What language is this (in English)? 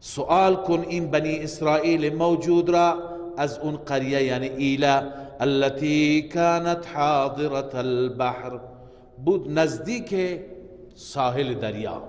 Persian